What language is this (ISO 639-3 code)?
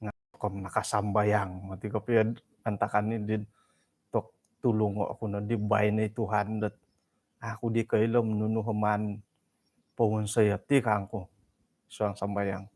dtp